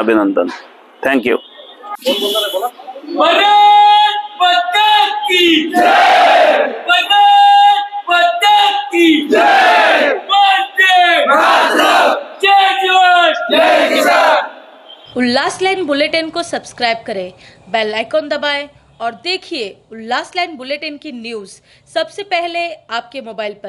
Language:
Marathi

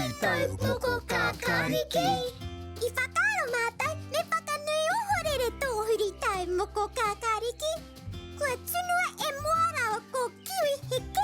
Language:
Māori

